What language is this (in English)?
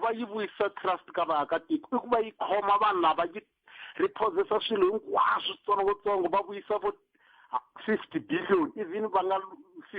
Tsonga